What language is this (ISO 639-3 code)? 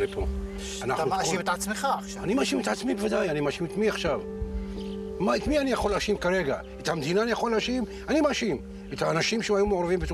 heb